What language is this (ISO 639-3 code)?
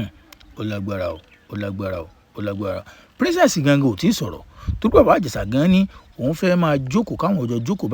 yor